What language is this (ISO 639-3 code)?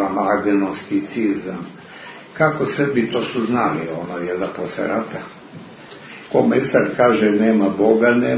srp